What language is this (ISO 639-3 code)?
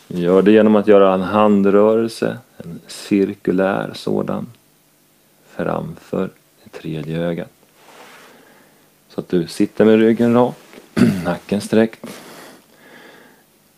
swe